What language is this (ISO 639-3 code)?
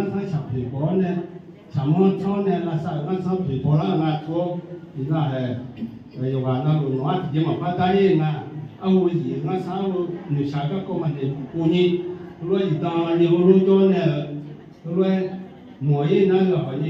ahk